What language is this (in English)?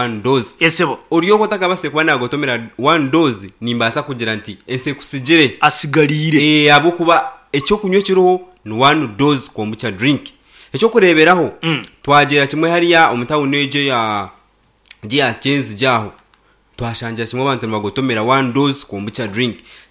Nyankole